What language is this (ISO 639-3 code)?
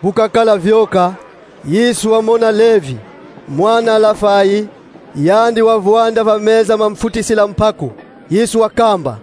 kon